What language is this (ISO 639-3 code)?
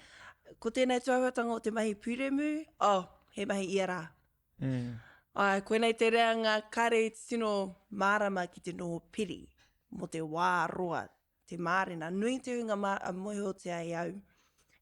mri